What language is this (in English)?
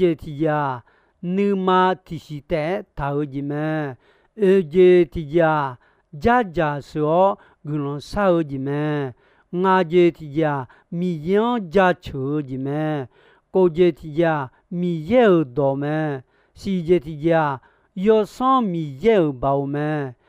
Akha